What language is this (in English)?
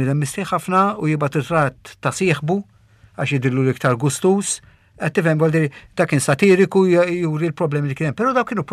Maltese